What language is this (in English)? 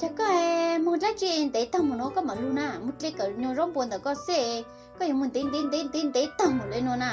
Hmong